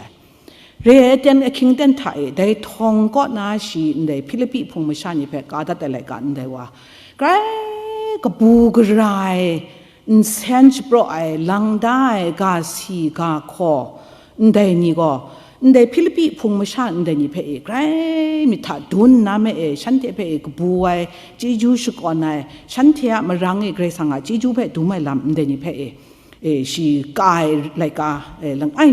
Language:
Kachin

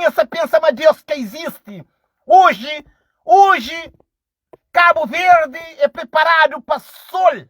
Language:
Kabuverdianu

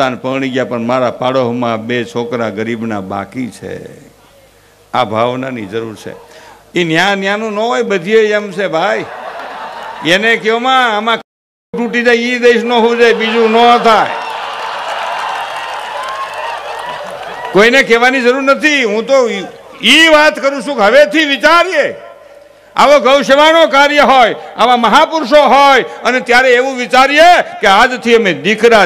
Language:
Gujarati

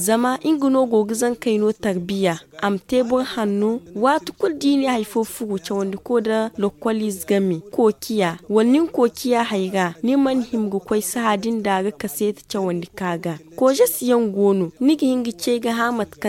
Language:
Zarma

